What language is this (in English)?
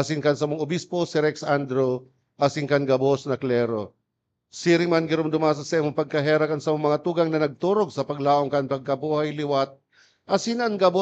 Bikol